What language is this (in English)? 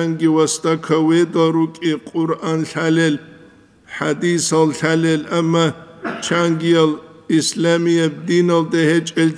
Avaric